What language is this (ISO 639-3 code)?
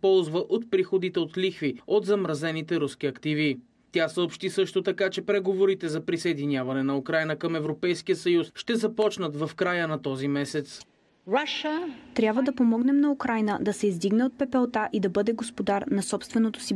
bul